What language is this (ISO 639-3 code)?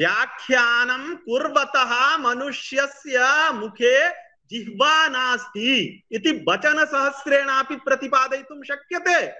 san